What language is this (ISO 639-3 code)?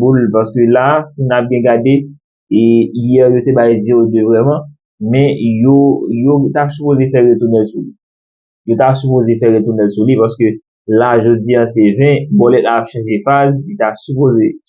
hat